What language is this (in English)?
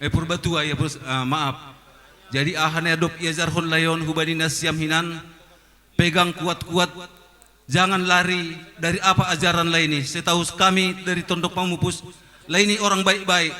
Batak Simalungun